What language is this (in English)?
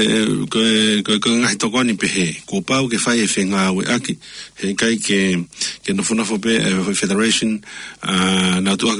Tongan